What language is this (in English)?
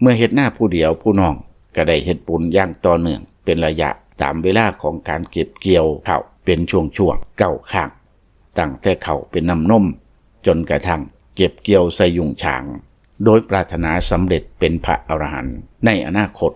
Lao